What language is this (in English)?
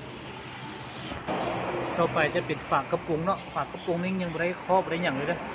Lao